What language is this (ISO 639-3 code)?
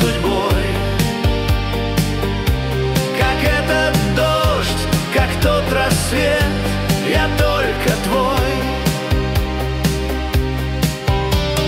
rus